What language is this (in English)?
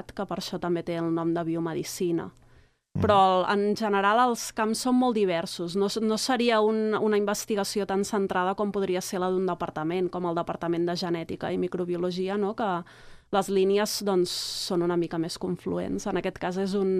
Catalan